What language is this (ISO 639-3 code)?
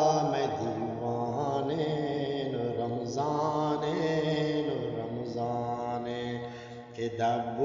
bgp